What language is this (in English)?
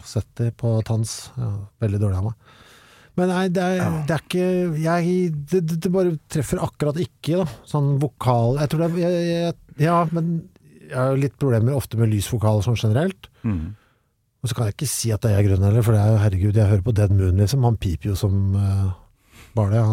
Norwegian